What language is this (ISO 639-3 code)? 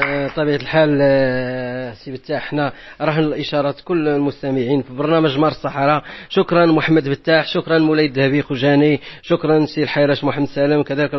ary